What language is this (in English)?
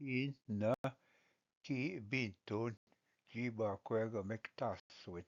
Ojibwa